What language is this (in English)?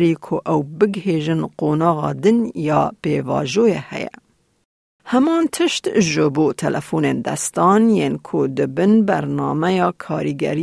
Kurdish